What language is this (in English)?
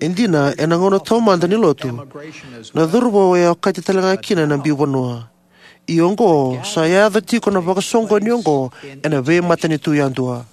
Fijian